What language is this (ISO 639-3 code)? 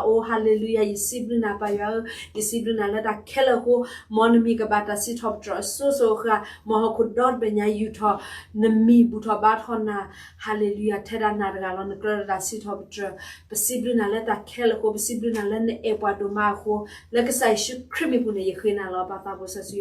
ksw